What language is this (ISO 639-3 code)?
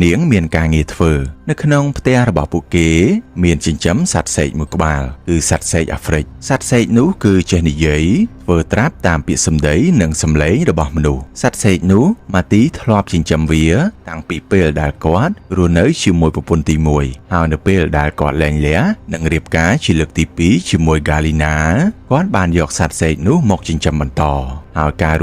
khm